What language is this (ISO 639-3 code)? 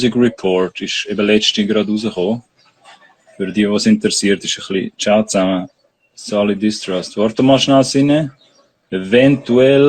gsw